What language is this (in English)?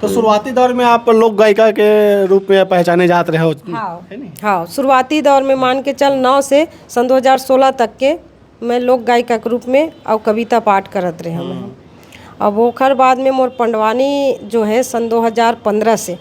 Chhattisgarhi